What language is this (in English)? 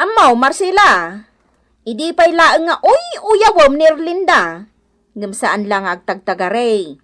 Iloko